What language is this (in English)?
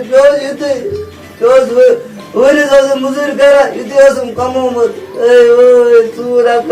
Kashmiri